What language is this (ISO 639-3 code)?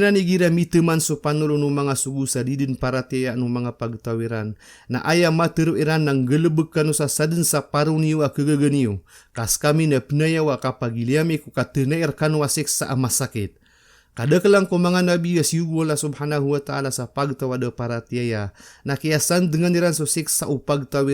mrw